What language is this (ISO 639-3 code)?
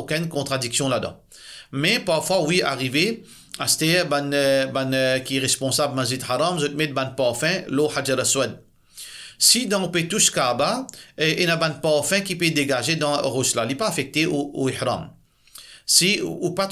mfe